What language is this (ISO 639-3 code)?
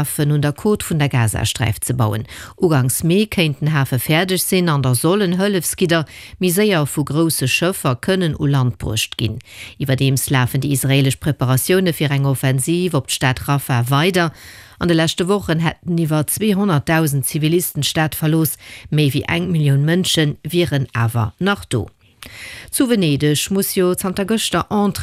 ltz